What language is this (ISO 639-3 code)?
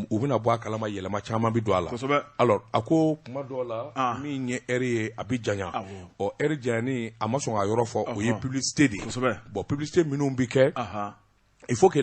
bam